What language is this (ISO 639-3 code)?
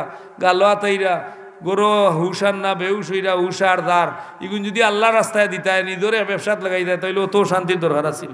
syl